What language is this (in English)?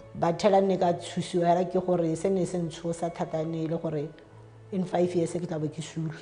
Tswana